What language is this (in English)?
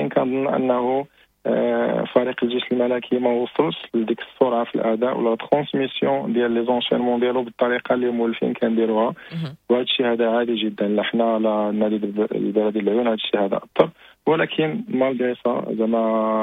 Moroccan Arabic